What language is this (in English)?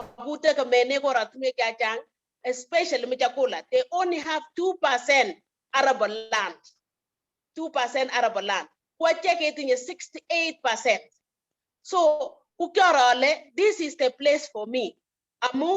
Kalenjin